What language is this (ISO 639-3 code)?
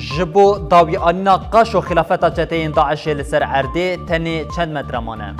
kur